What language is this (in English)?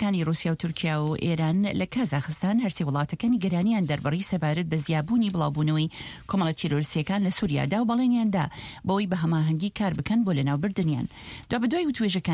Central Kurdish